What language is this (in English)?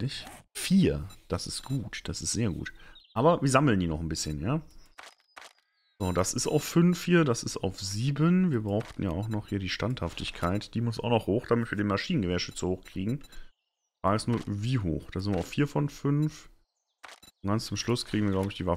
German